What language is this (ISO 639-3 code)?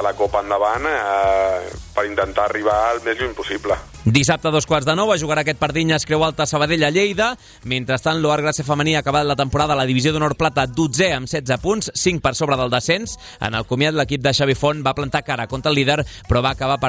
cat